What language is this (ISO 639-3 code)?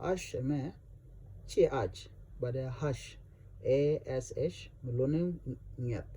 nus